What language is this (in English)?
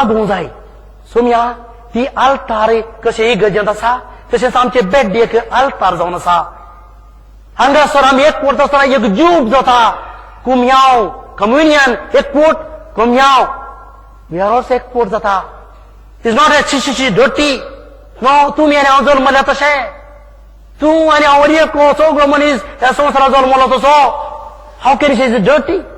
Konkani